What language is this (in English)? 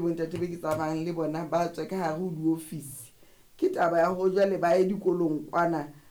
Southern Sotho